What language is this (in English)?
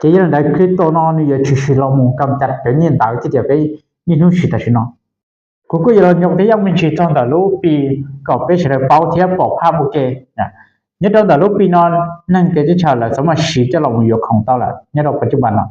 Hmong